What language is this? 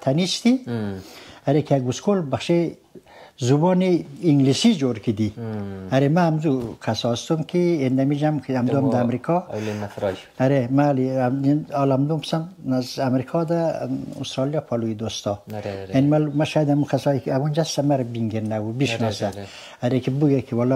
Persian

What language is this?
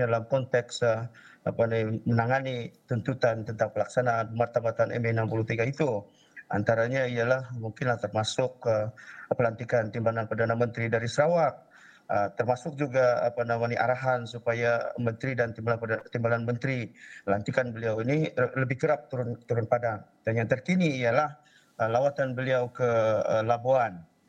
Malay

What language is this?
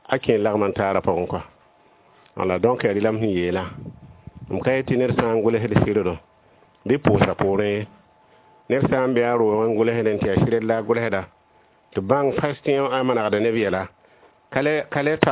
Mossi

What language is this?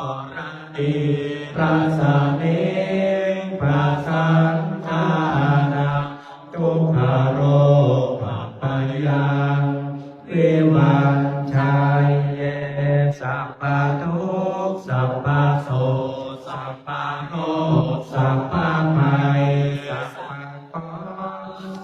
Pali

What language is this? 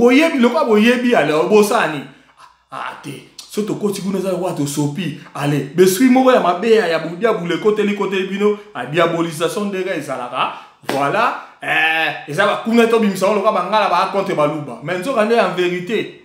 Lingala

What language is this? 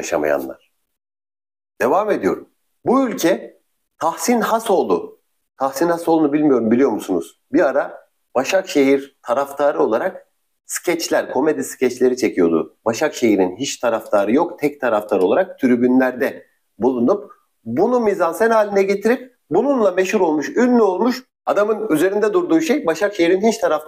Turkish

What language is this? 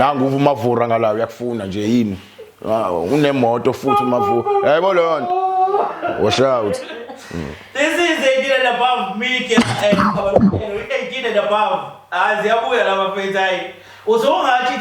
Zulu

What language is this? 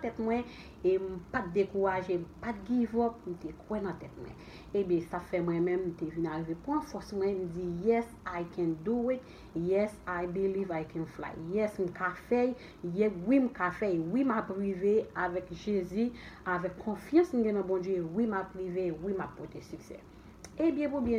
Haitian Creole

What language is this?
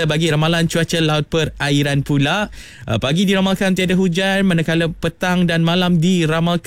Malay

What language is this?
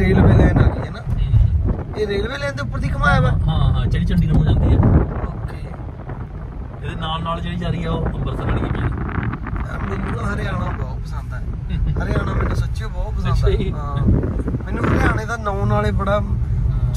Punjabi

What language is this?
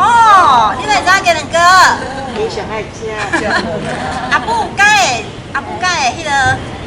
Min Nan Chinese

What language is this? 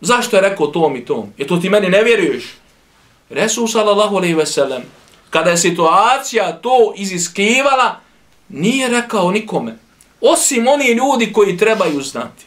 Bosnian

